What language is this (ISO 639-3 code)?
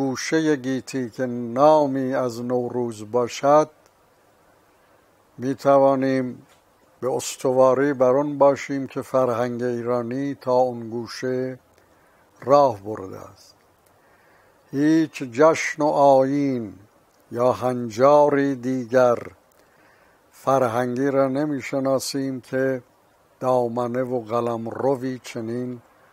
fas